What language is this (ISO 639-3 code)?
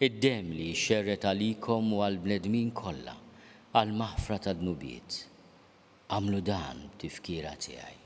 mlt